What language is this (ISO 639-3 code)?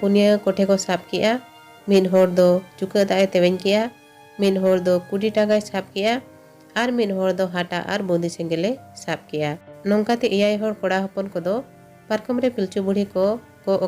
sat